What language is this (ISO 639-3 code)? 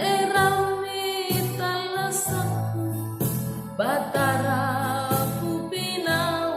mak